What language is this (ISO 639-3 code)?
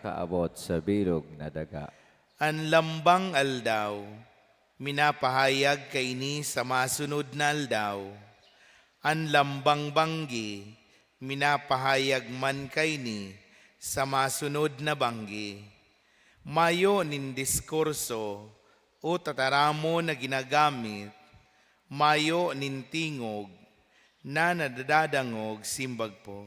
bik